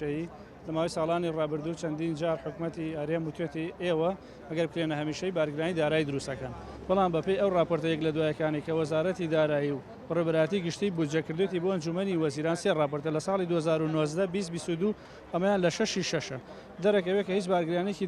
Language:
Central Kurdish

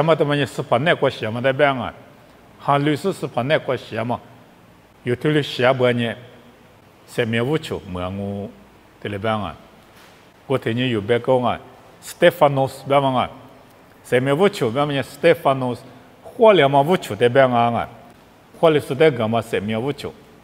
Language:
Lisu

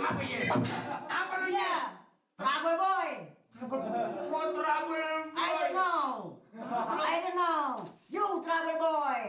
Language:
Betawi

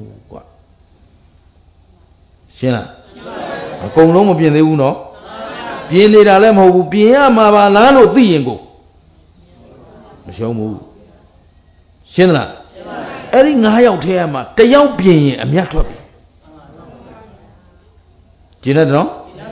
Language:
Burmese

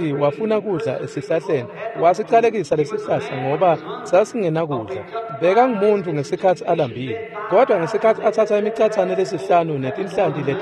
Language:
Swati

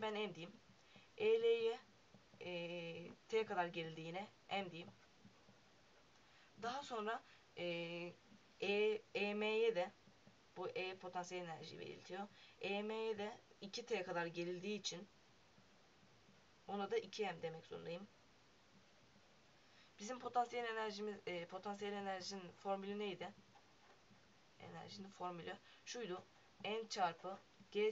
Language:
Turkish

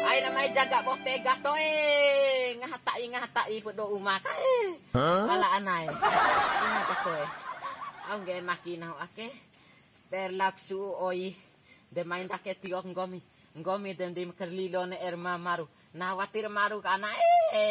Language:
Bima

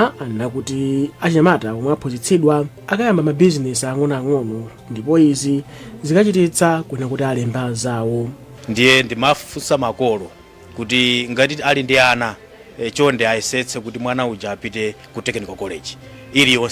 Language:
Nyanja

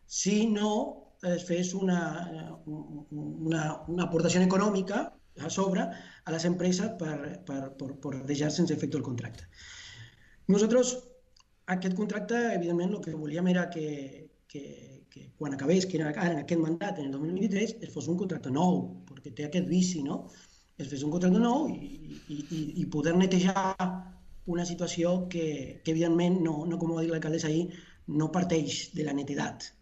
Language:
Catalan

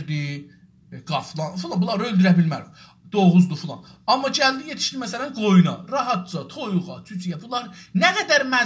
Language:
South Azerbaijani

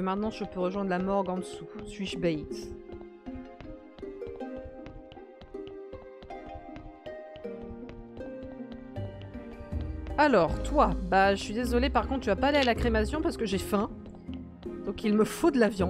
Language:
French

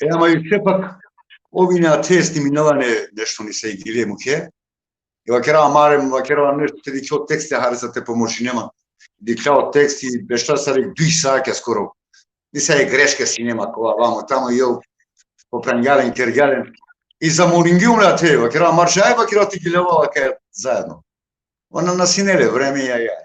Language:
Balkan Romani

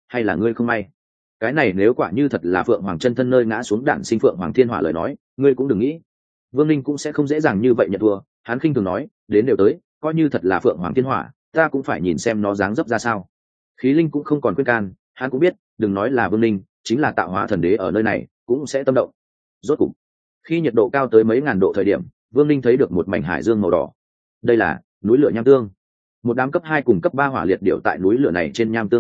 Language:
Vietnamese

